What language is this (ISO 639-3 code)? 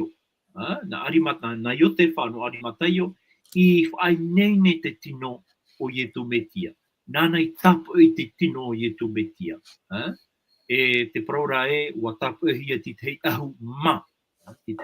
tah